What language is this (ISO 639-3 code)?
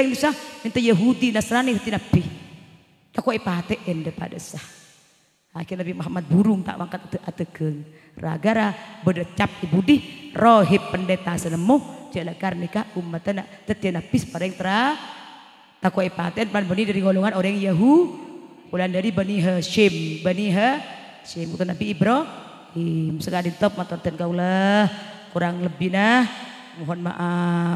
mad